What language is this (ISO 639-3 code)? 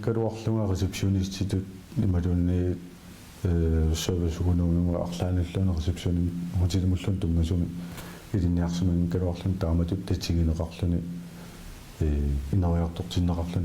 kal